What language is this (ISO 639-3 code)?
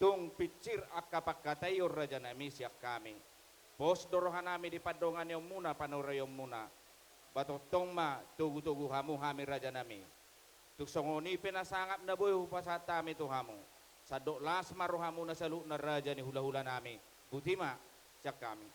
bbc